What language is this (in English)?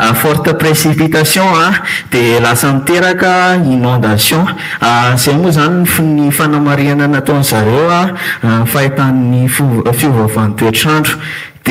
Malagasy